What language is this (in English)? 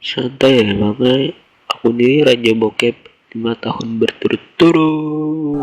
Banjar